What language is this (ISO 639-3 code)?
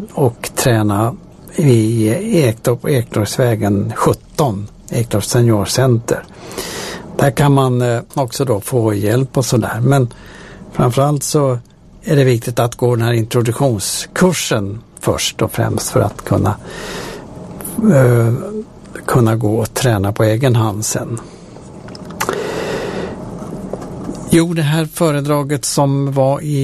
swe